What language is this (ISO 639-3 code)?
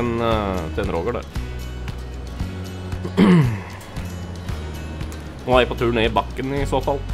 nor